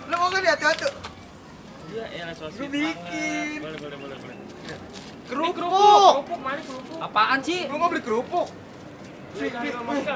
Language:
Betawi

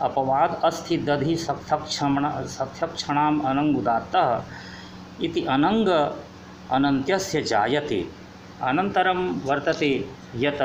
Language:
Sanskrit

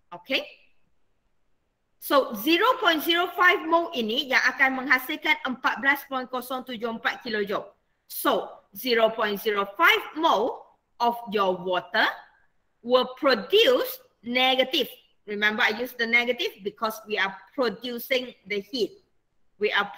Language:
Malay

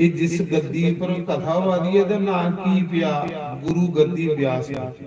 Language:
Dogri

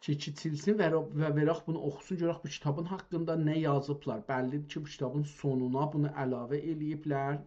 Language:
South Azerbaijani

